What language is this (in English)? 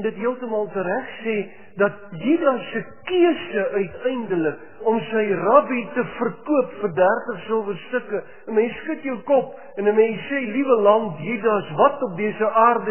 Afrikaans